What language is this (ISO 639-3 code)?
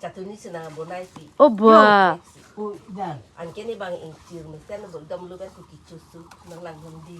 mjw